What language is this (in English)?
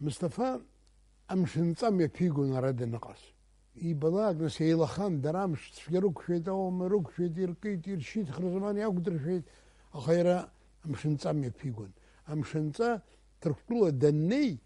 Abkhazian